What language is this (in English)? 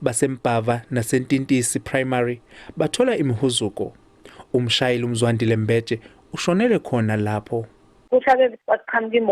Zulu